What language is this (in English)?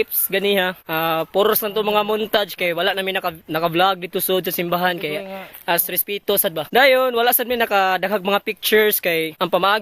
Cebuano